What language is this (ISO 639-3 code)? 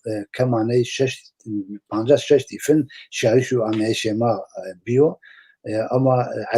zza